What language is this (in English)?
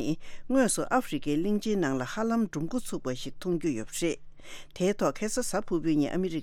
Tibetan